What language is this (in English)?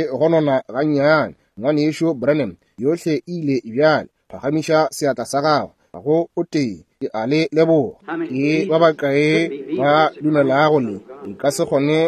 Northern Sotho